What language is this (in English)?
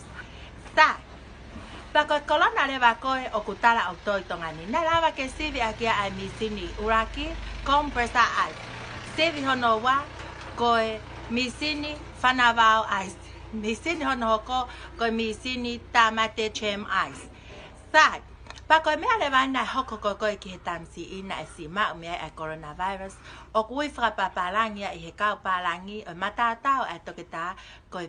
Tongan